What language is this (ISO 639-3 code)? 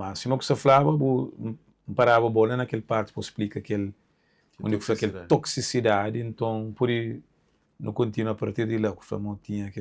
kea